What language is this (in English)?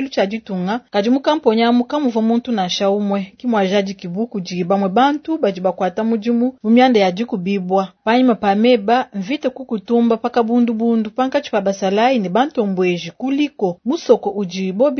Luba-Lulua